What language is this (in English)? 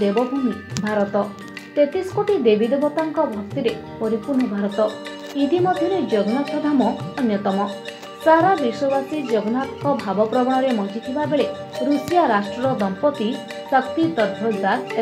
Odia